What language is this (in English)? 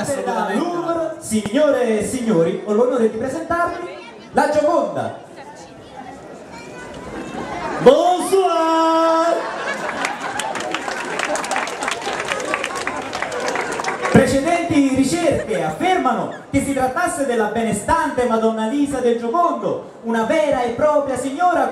Italian